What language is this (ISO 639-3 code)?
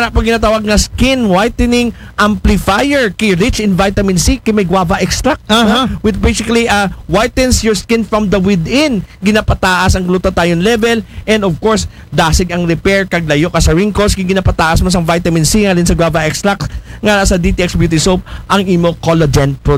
akl